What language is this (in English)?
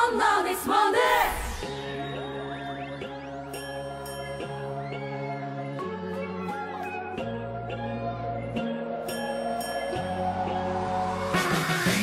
Korean